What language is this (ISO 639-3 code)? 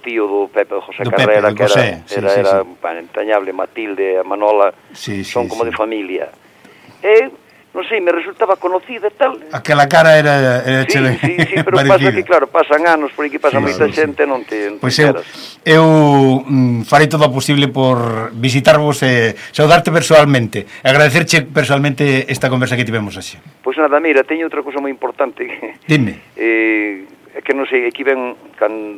glg